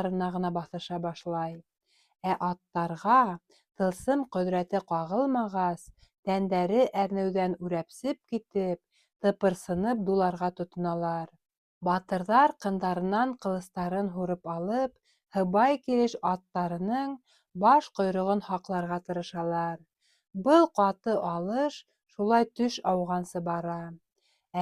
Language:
Bashkir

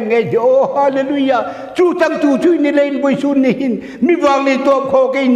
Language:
Hmar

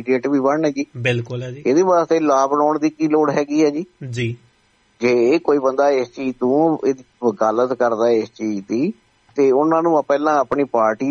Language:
Punjabi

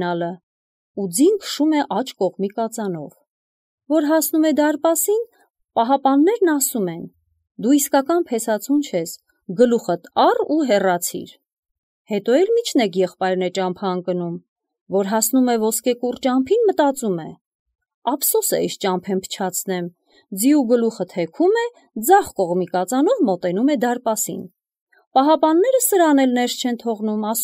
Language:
Armenian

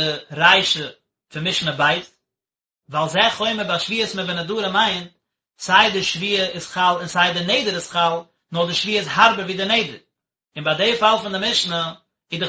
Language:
Yiddish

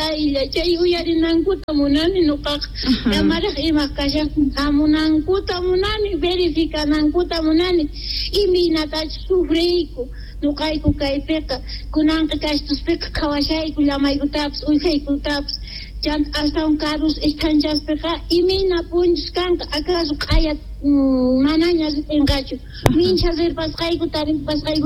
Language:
Quechua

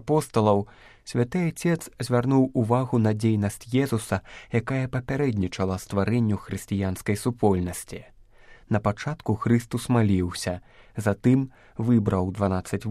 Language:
Belarusian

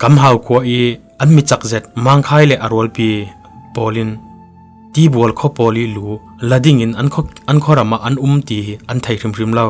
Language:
Falam Chin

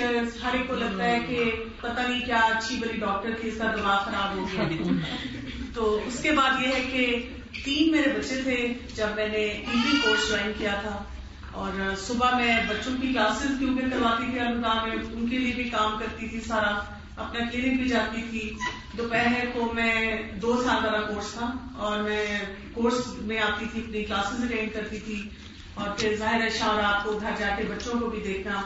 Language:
Urdu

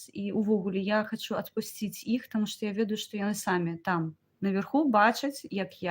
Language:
Belarusian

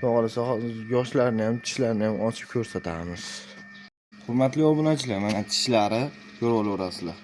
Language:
Uzbek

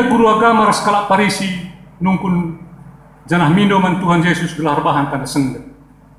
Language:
Batak Karo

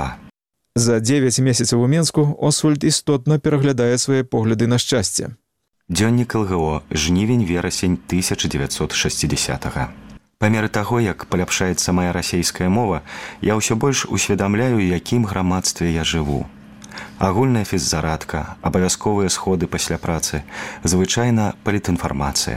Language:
Belarusian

